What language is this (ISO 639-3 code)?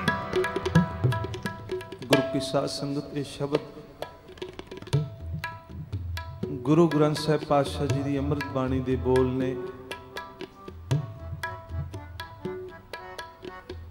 pan